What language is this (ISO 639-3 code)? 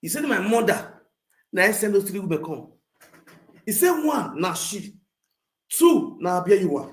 pcm